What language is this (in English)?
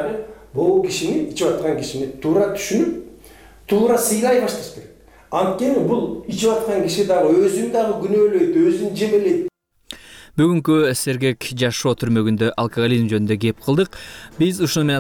Kyrgyz